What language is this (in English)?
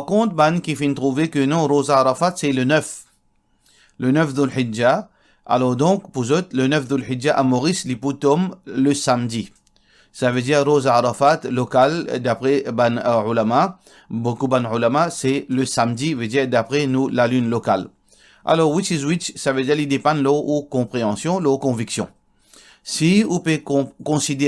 Morisyen